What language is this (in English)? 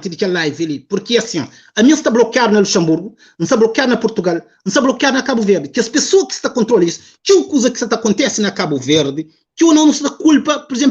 Kabuverdianu